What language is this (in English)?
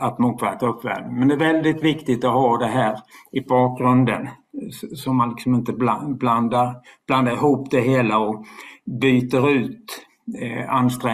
Swedish